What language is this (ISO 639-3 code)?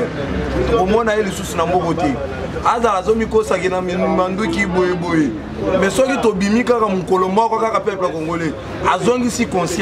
lin